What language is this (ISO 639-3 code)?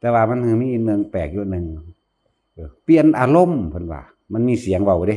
tts